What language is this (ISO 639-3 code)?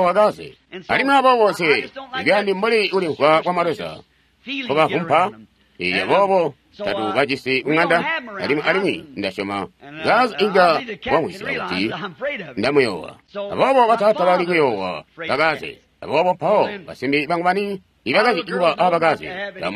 toi